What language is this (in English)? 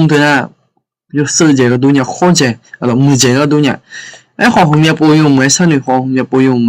Akha